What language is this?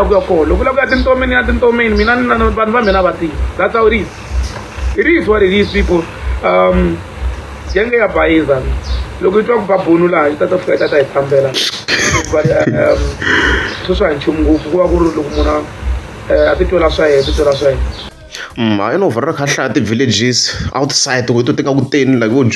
Tsonga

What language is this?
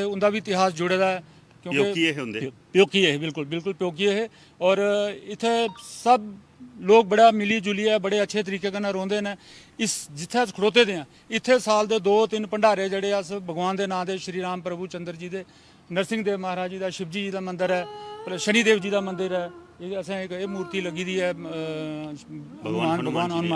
Dogri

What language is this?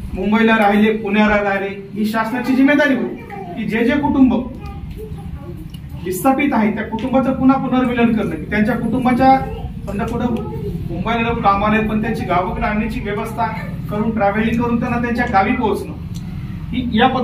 Marathi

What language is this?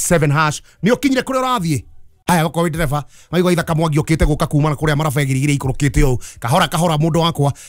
Kikuyu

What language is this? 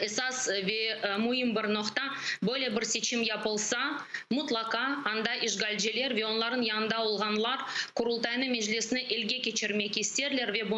Crimean Tatar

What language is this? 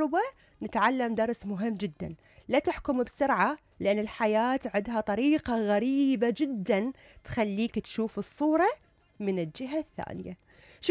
Mesopotamian Arabic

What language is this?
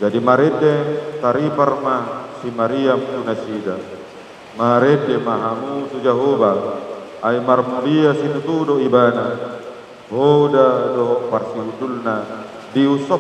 Batak Toba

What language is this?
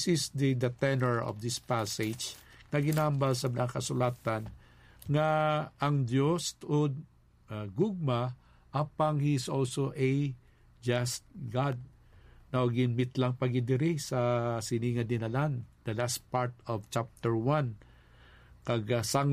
Hiligaynon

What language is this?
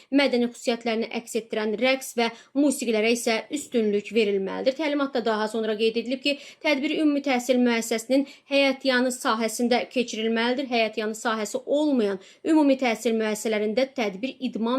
Azerbaijani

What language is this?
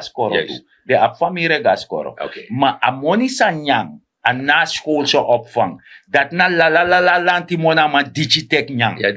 Sranan Tongo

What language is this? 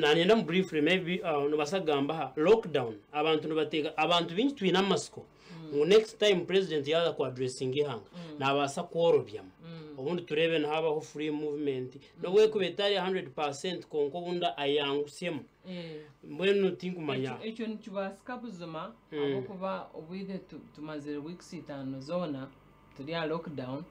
Nyankole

